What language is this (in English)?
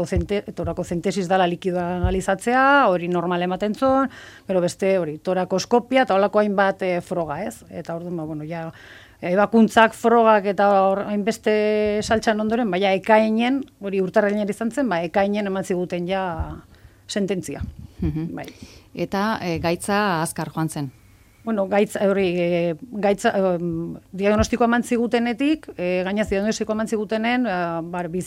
Basque